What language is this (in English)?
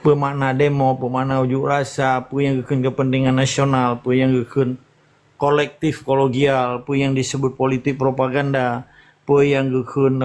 Achinese